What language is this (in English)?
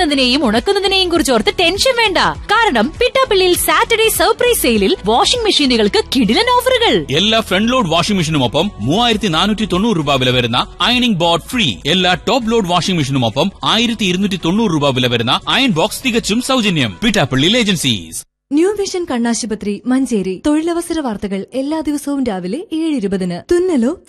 Malayalam